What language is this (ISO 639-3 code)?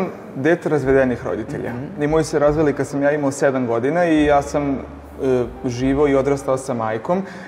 srp